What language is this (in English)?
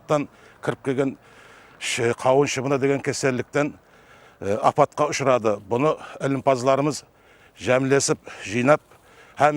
Kara-Kalpak